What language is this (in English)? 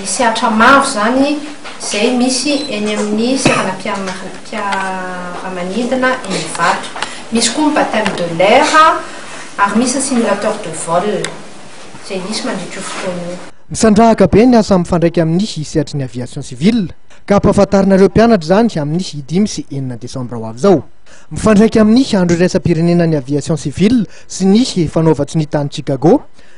Malagasy